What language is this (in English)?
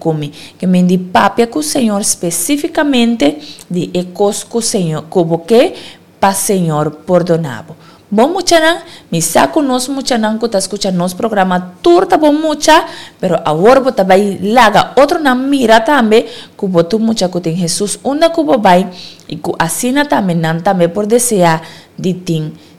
Papiamento